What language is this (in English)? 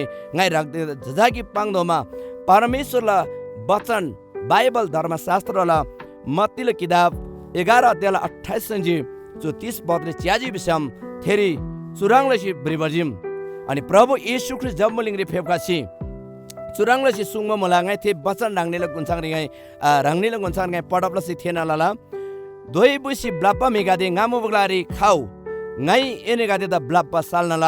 Eastern Tamang